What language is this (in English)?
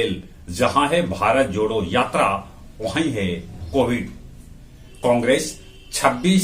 Magahi